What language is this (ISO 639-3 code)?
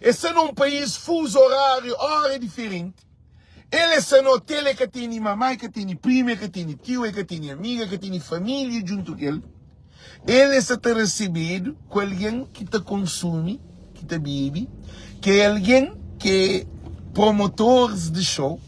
kea